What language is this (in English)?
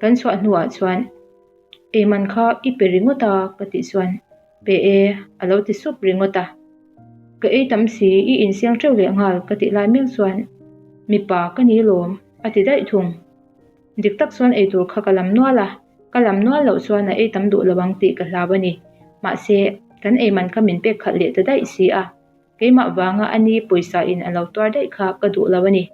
Mizo